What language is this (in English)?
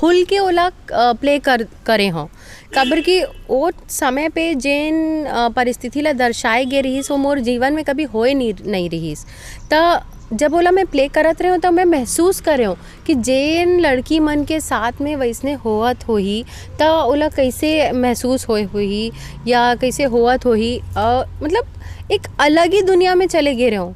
Chhattisgarhi